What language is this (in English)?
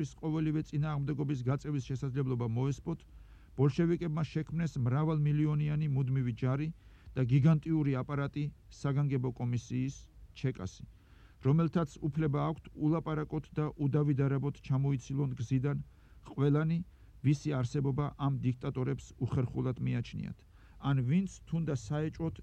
Georgian